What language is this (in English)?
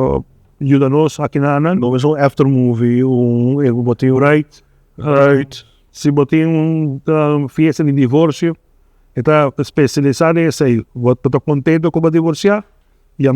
Papiamento